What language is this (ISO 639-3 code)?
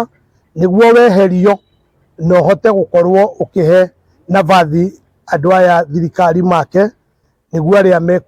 kik